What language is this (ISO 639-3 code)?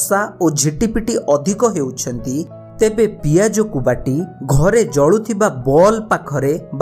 ori